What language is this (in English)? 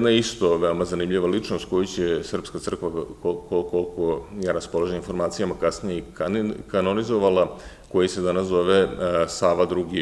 Serbian